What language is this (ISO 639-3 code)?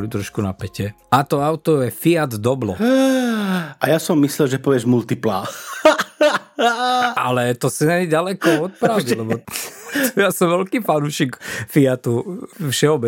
slk